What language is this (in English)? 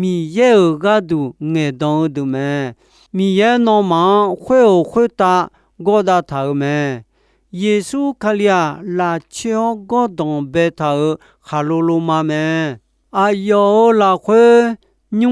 Akha